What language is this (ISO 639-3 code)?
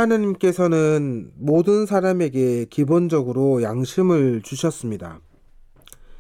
kor